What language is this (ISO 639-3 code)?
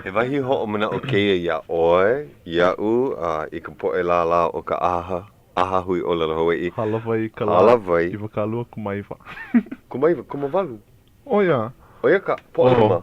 haw